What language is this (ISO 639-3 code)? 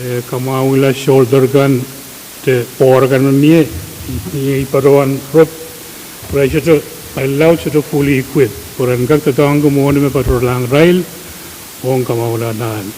pon